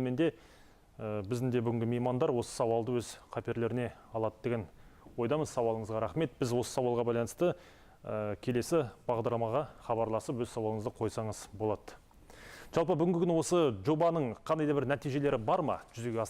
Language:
Kazakh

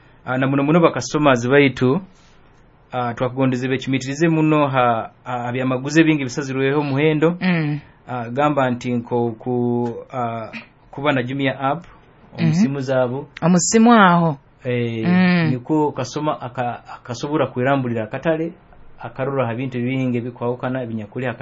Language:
Nyoro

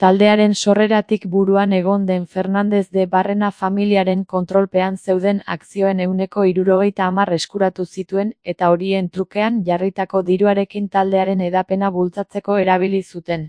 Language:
Basque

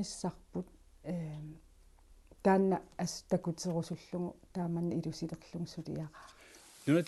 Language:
Kalaallisut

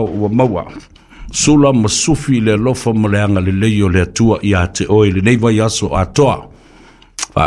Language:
Samoan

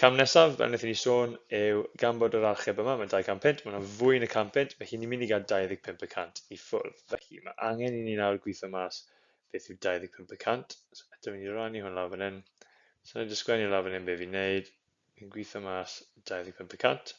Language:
Welsh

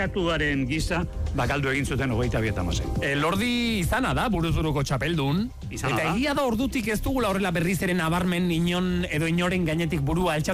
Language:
Basque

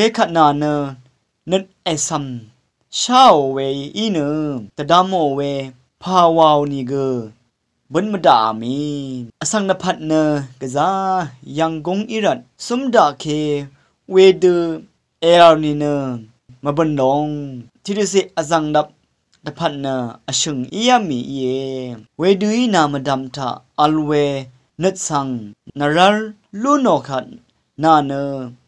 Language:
Rawang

